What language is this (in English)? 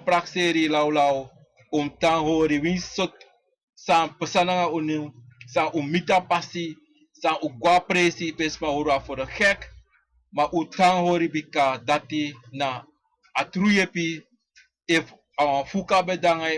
Sranan Tongo